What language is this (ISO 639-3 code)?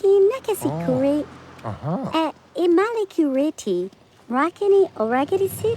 bar